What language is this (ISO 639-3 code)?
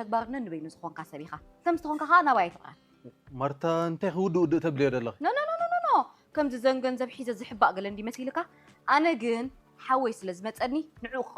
tir